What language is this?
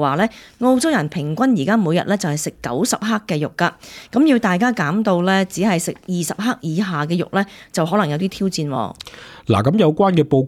Cantonese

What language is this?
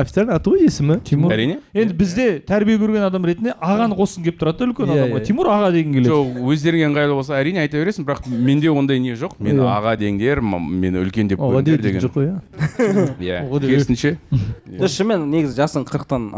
Kazakh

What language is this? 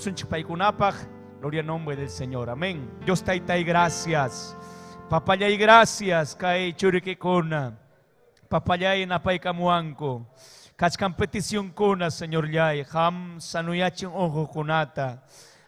Ayacucho Quechua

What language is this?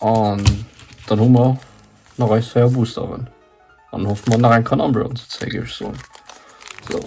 Luxembourgish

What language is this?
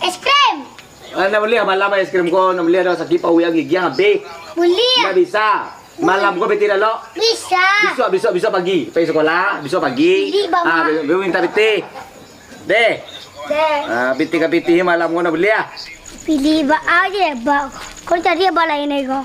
Minangkabau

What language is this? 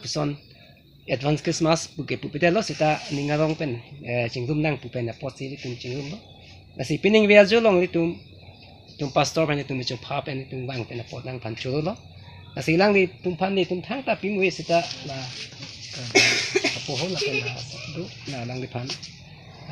Karbi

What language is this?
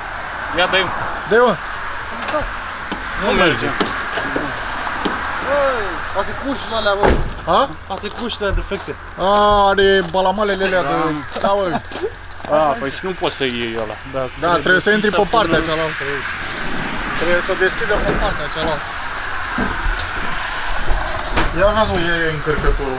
Romanian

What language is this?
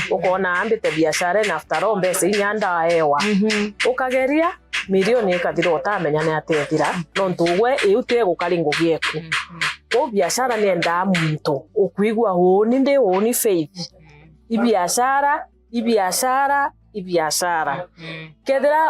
Meru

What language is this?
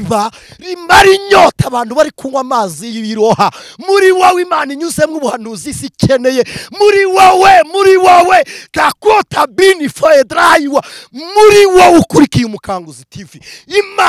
Kinyarwanda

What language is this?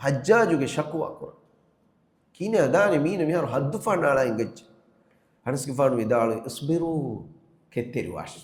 Divehi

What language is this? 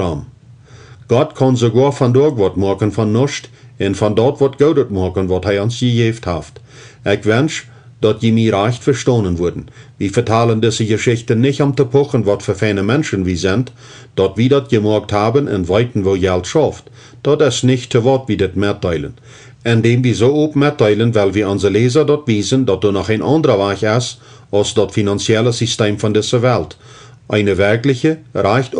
Plautdietsch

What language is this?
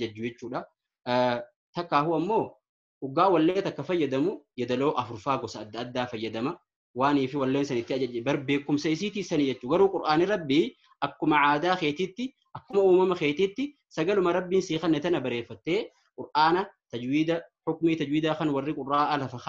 Oromo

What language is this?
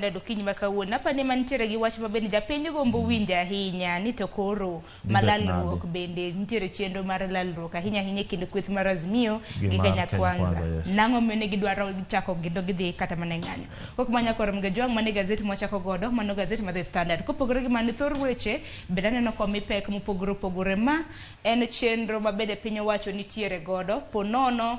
Luo (Kenya and Tanzania)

